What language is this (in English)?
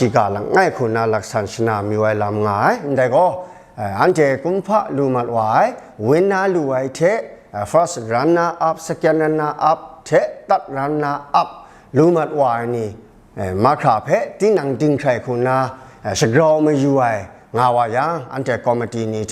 Kachin